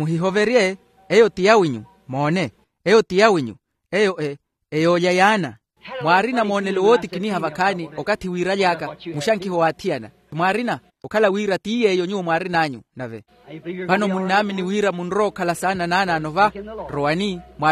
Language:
Makhuwa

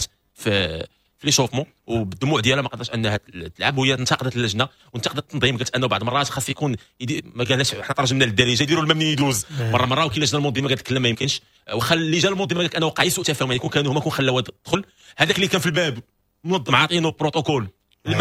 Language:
Moroccan Arabic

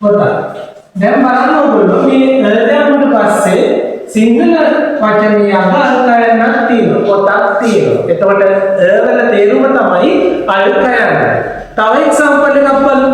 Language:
Sinhala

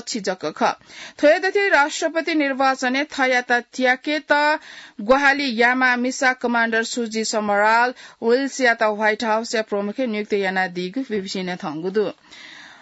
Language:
Newari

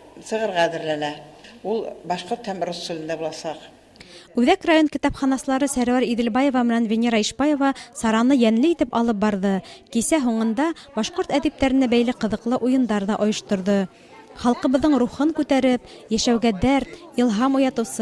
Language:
Bashkir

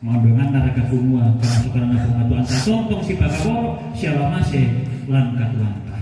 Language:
Toraja-Sa'dan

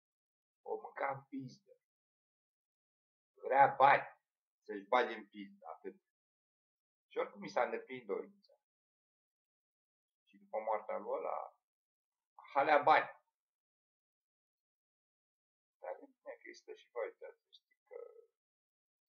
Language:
Romanian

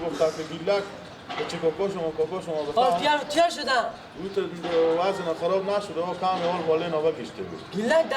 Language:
Persian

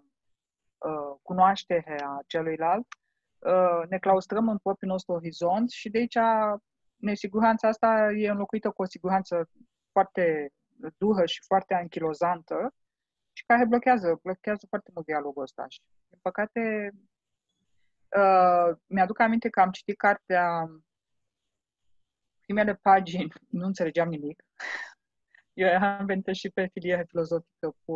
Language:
Romanian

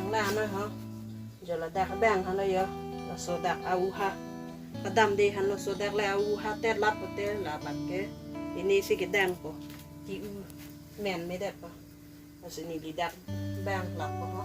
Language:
Karbi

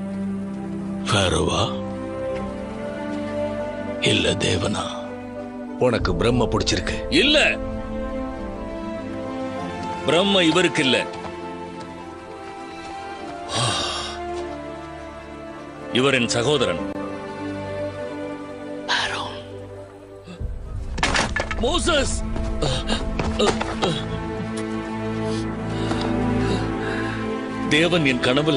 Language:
Tamil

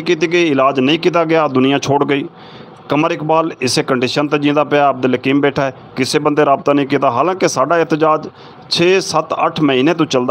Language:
Saraiki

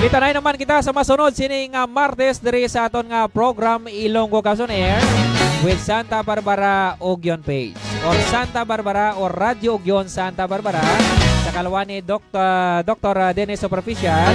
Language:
Hiligaynon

